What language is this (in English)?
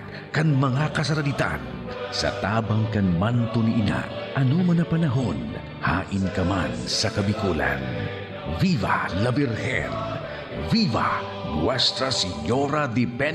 Bikol